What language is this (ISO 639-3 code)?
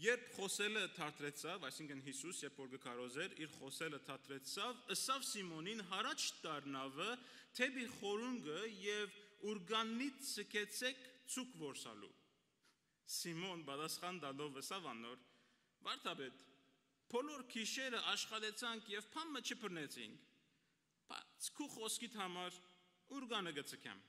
hyw